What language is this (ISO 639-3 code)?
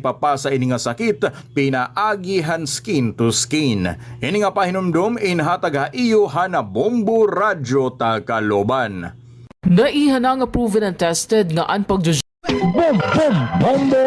war